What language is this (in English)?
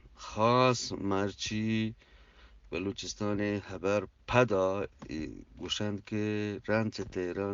Eastern Balochi